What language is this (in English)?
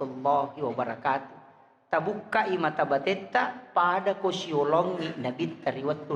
Buginese